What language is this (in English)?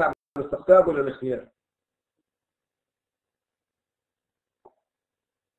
Arabic